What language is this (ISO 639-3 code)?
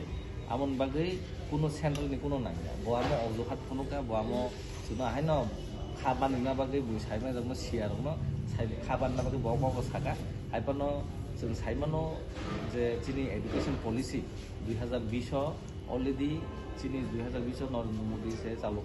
trp